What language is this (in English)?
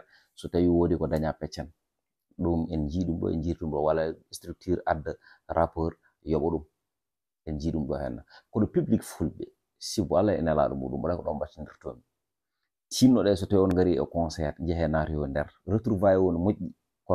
Fula